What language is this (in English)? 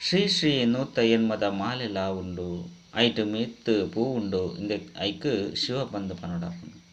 Tulu